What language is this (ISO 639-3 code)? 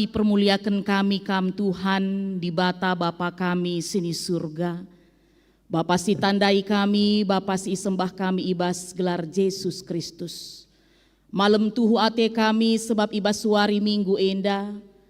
btx